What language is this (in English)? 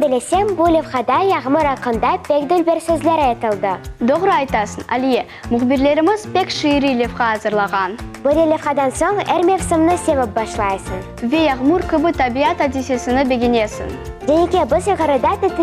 Crimean Tatar